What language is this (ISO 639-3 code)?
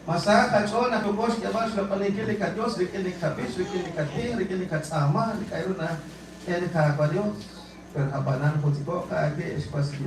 kek